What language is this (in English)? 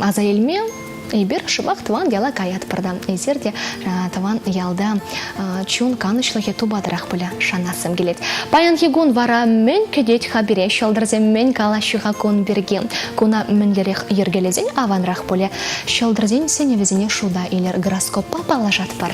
Chuvash